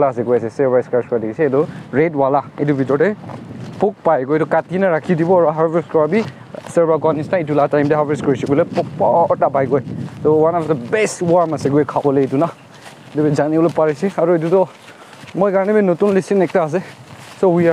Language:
Naga Pidgin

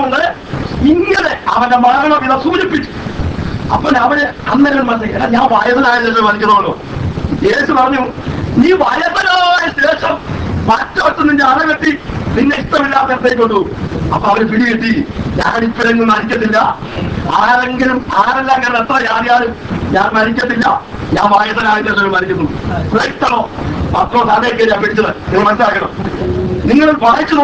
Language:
Malayalam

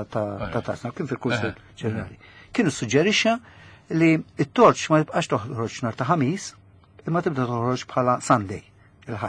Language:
Maltese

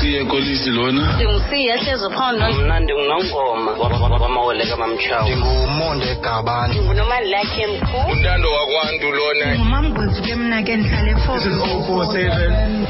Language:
Xhosa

